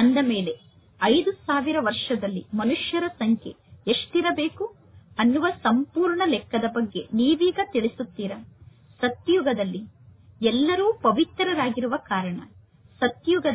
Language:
Kannada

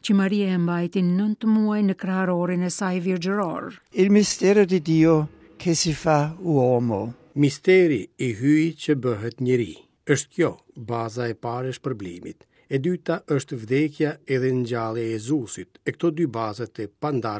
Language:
Albanian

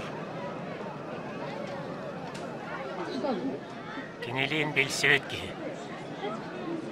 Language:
Yakut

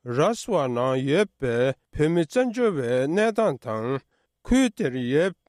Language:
Tibetan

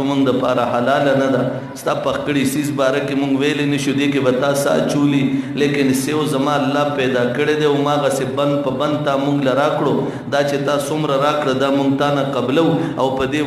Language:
Pashto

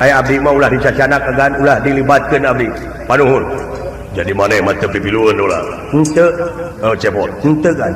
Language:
Sundanese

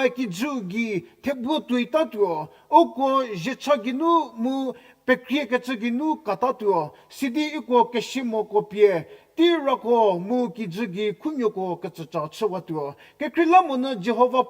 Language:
Angami Naga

